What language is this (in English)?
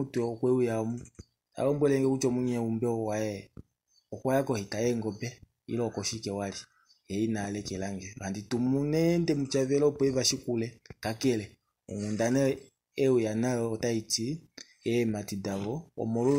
Kuanyama